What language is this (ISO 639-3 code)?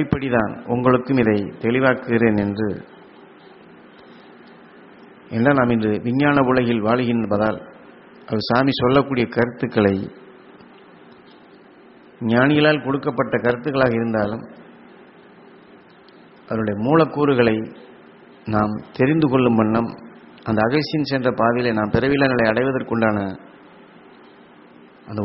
tam